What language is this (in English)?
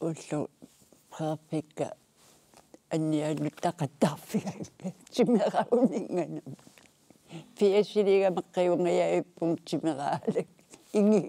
Kalaallisut